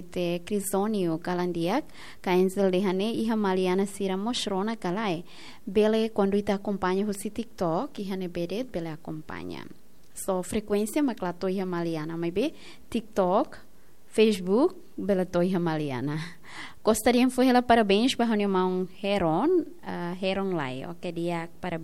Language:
Tetum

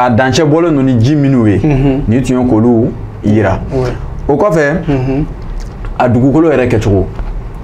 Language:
Bambara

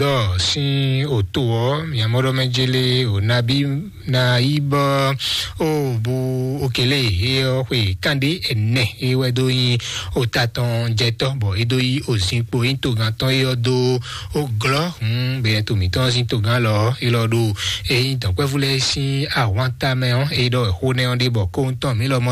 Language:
Fon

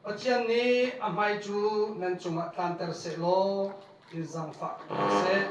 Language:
Hakha Chin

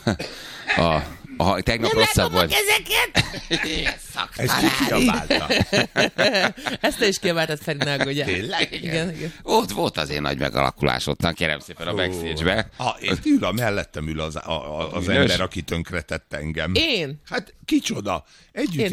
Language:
Hungarian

